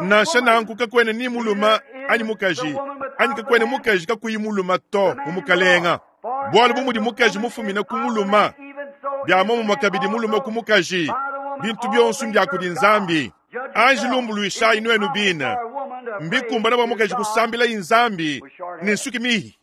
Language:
Luba-Lulua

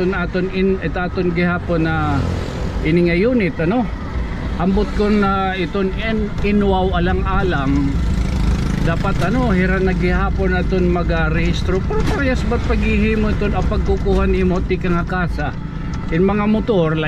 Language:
Waray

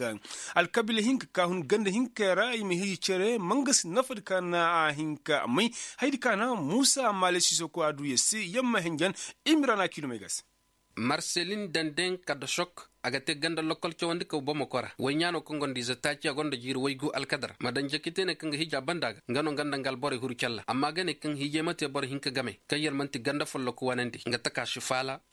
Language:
Koyraboro Senni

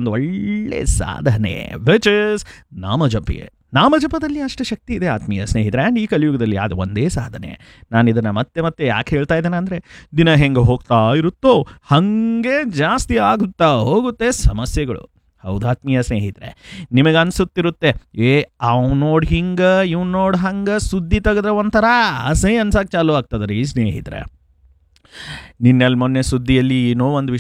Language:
Kannada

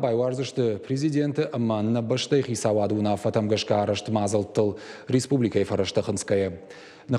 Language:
Ossetic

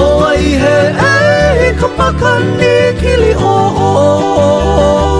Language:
Hawaiian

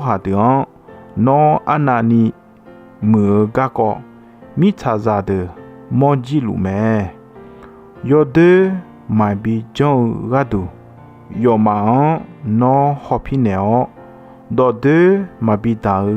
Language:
Akha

